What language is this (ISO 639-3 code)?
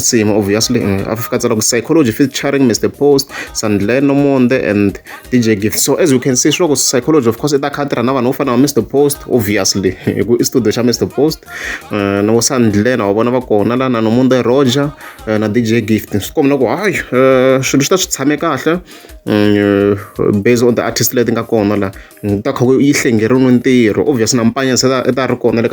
tso